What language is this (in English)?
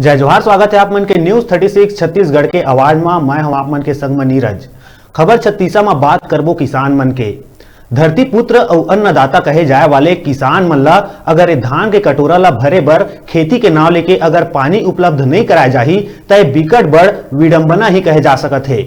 Chhattisgarhi